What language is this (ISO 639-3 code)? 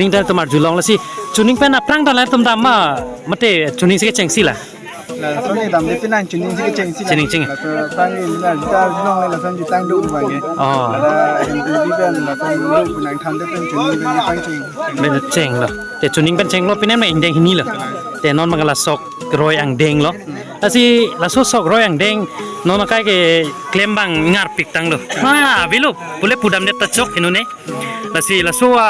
mjw